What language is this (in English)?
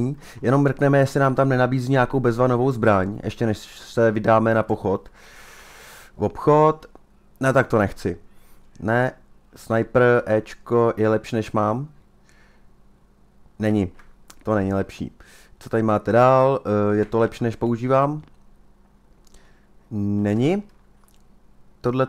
Czech